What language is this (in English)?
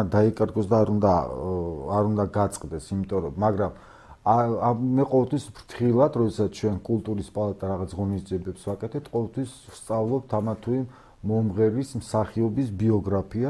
Georgian